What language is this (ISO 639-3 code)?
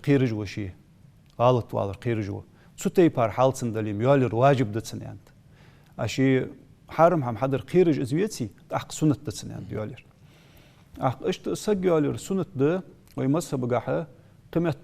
inh